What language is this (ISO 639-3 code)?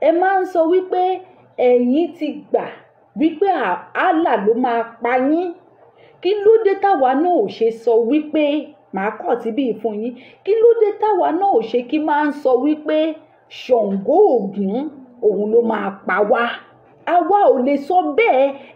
yor